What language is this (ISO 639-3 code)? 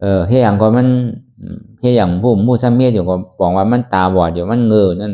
shn